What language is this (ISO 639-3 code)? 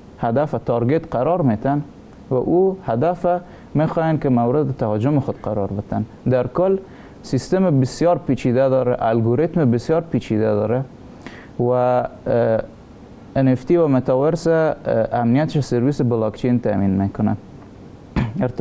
fas